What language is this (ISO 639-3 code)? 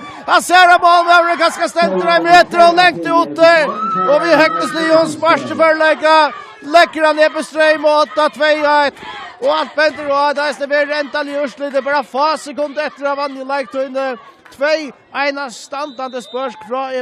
fao